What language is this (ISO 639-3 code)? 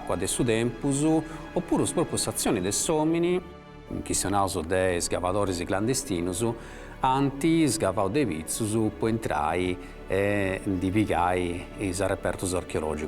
srd